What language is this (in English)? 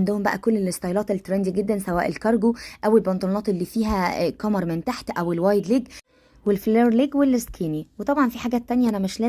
Egyptian Arabic